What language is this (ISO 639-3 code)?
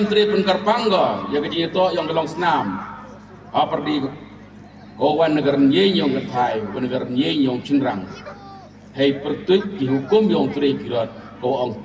pbv